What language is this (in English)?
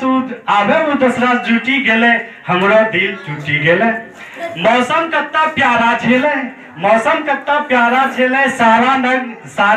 Angika